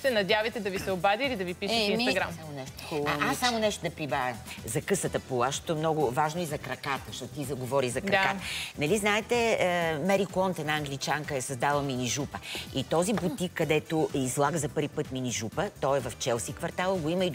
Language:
Bulgarian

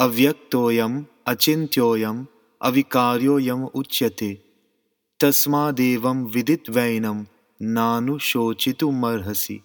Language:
Sanskrit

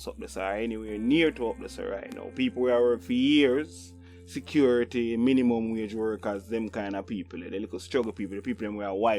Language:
Jamaican Creole English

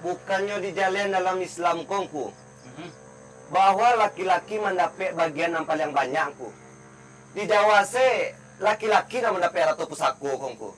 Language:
Minangkabau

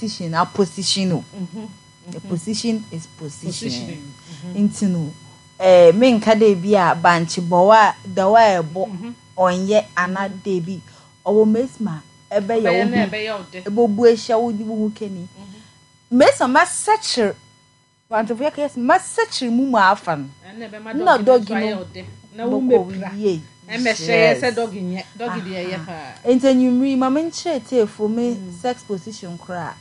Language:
Akan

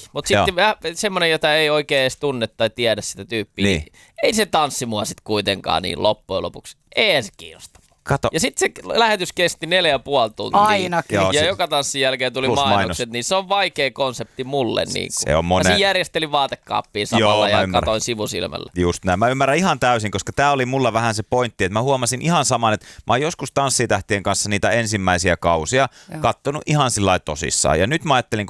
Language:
Finnish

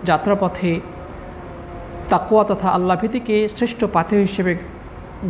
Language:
Bangla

